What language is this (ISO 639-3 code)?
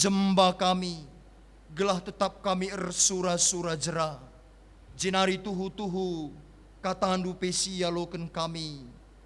btx